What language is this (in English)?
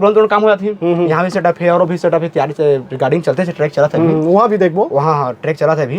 Chhattisgarhi